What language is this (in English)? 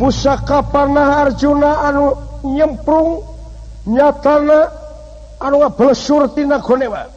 Sundanese